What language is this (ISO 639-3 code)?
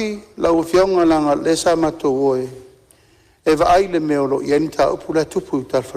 smo